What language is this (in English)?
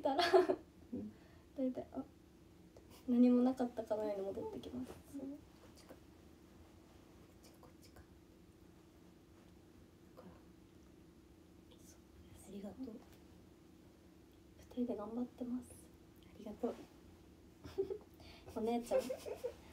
Japanese